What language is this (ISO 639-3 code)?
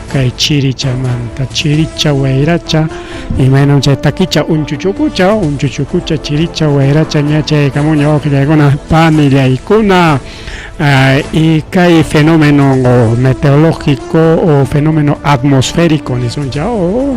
quy